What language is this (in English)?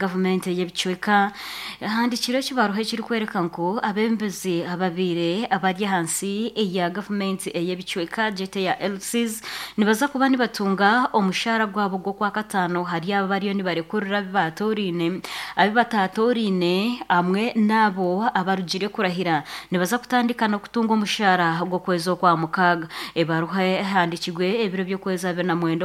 Nyoro